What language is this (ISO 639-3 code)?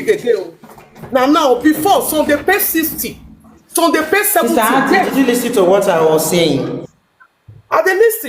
pcm